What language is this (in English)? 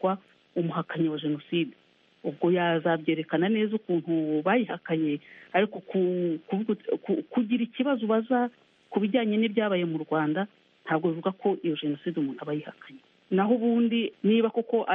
Kinyarwanda